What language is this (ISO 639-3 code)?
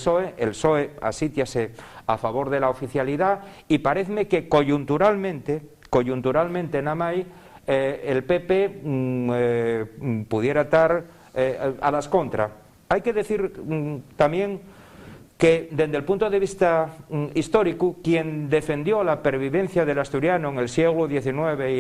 ast